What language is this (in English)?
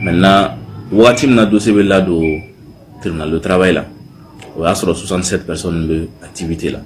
Bambara